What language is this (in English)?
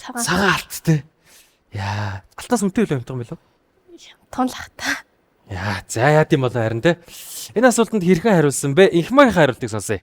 Mongolian